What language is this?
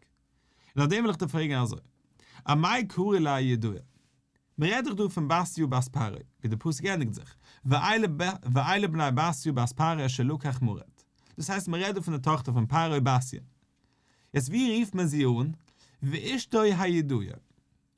Yiddish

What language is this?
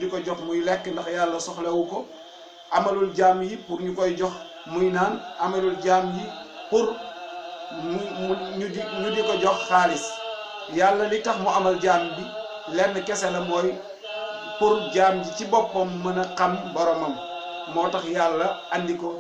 Wolof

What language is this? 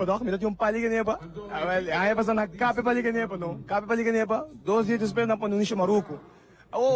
Papiamento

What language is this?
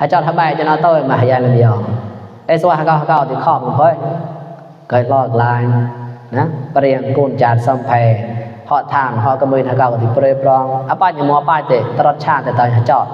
Mon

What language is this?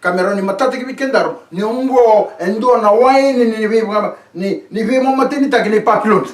Fijian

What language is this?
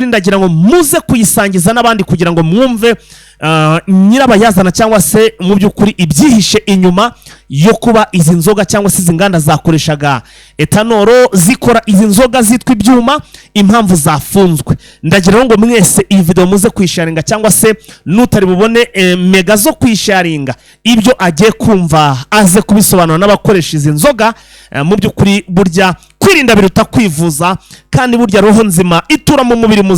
Kinyarwanda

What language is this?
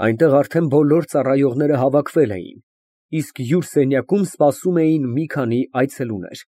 Armenian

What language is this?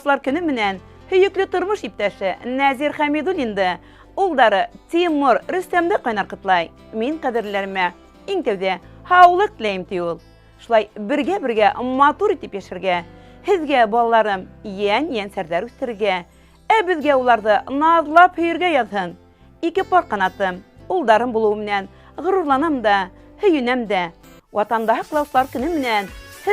Bashkir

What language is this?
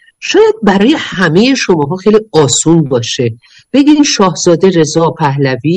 Persian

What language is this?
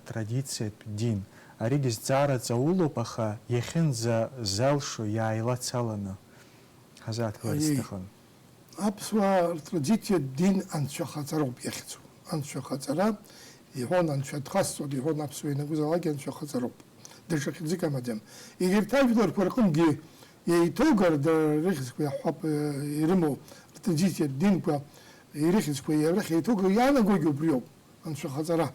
Abkhazian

